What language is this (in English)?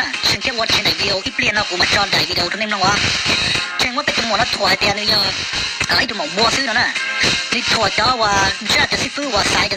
Hmong